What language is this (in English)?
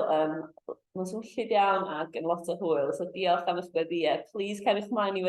Welsh